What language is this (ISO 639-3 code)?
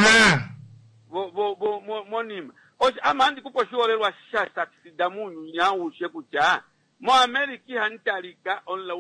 kua